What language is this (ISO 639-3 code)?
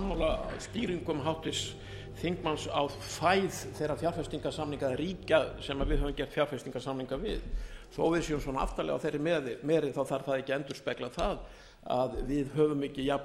isl